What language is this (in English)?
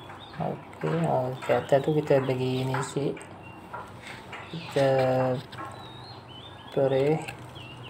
Malay